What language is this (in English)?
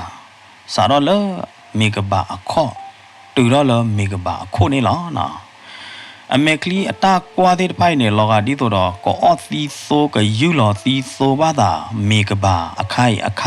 S'gaw Karen